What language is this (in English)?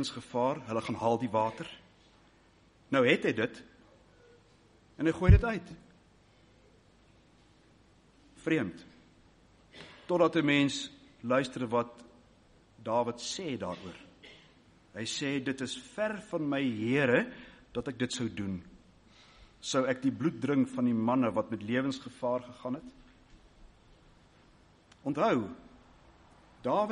Afrikaans